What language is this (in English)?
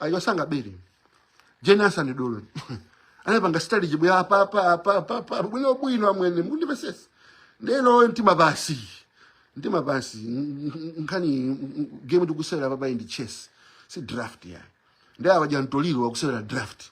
Nyanja